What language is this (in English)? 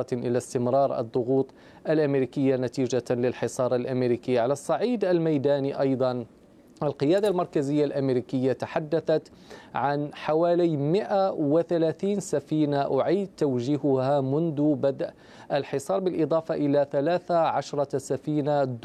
Arabic